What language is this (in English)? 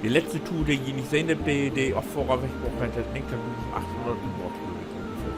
Low German